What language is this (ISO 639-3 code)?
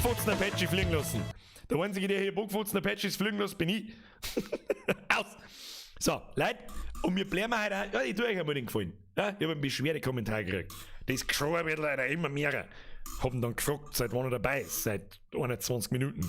bar